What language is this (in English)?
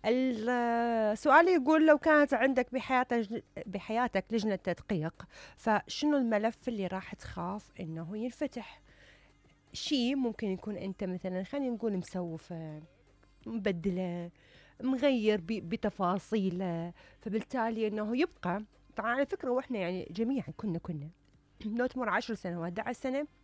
Mesopotamian Arabic